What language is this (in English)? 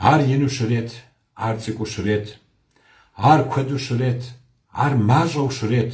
Kabardian